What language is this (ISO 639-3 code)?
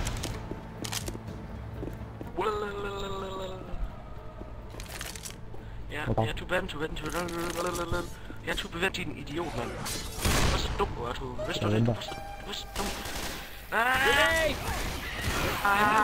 dan